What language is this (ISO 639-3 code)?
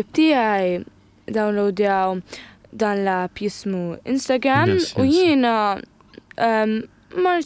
mlt